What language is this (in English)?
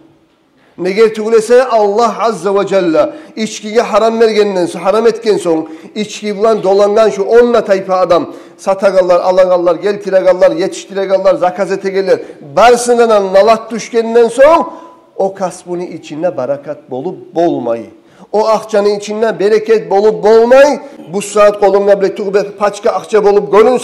Kumyk